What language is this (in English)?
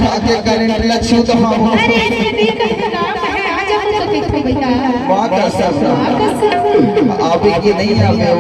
Chhattisgarhi